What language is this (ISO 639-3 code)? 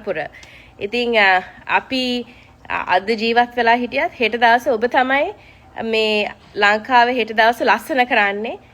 sin